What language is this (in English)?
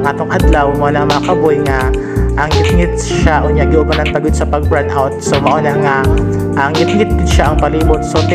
Cebuano